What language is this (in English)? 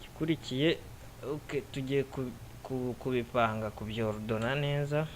Kinyarwanda